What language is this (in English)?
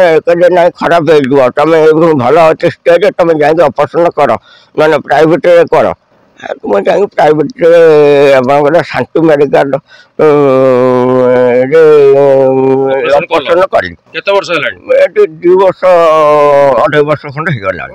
Odia